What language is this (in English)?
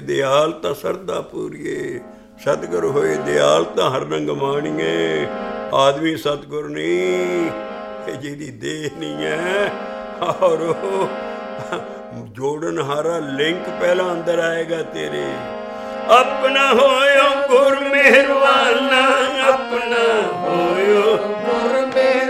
Punjabi